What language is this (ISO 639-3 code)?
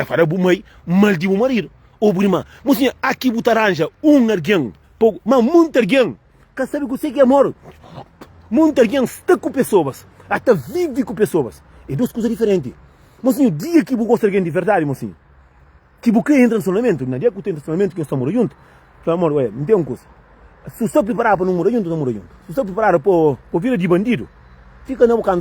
kea